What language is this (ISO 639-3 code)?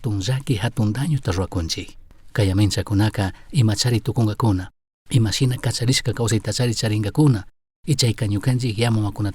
qug